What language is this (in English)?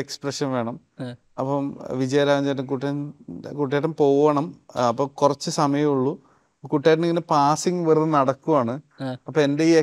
Malayalam